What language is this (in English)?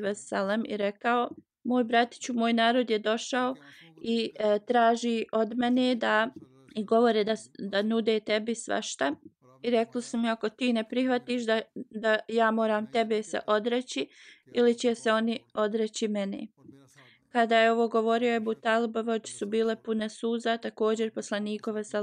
Bosnian